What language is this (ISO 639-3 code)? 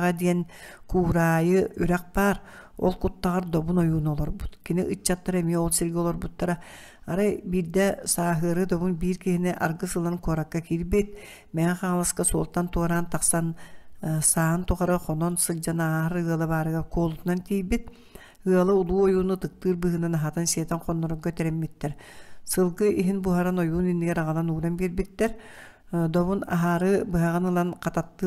sah